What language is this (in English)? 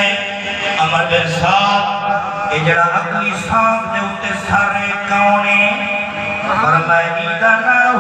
Saraiki